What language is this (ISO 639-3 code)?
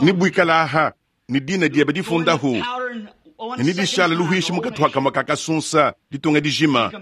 lua